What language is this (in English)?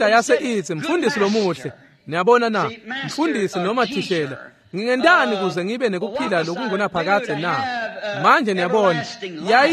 Swati